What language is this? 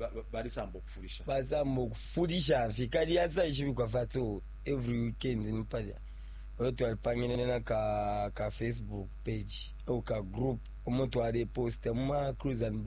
Bemba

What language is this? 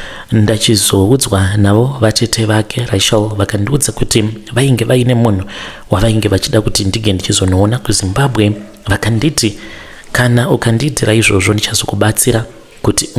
Shona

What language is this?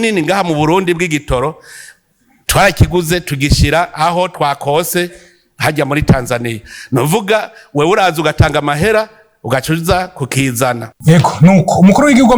Rundi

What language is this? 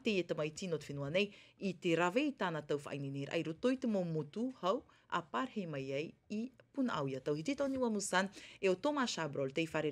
Tahitian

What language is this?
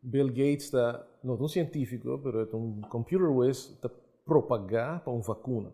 Papiamento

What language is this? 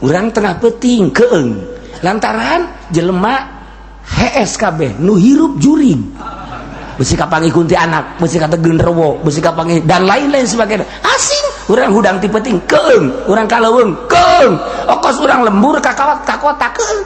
Sundanese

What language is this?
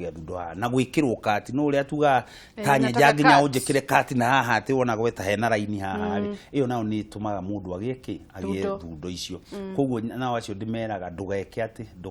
Kikuyu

